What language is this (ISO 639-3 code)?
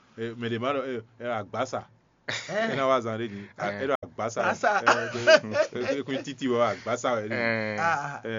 fon